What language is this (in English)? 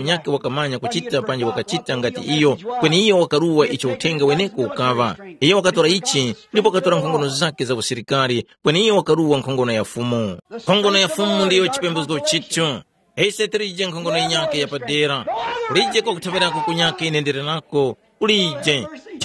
Tumbuka